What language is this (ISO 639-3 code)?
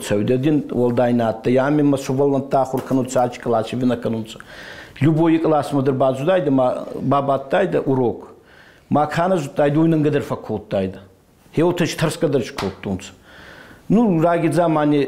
oss